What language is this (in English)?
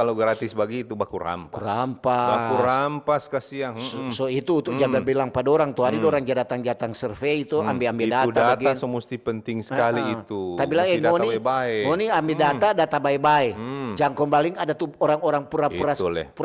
Manado Malay